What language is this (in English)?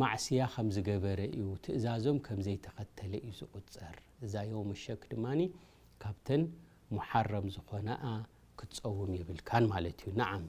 Tigrinya